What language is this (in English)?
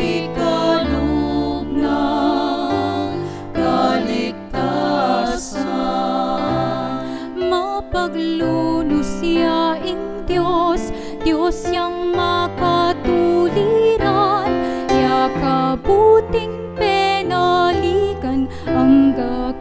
Pampanga